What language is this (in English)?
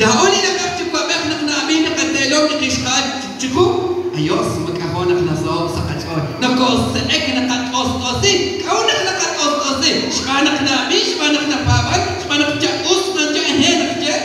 Kekchí